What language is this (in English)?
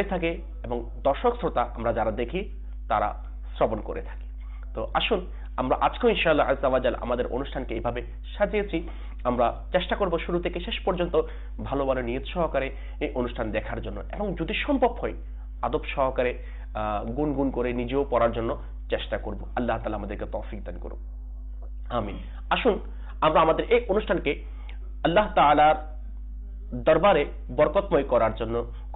Bangla